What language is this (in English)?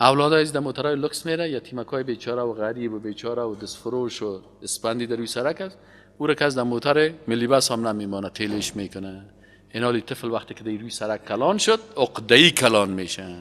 Persian